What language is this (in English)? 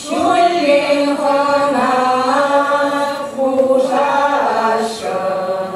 Chuvash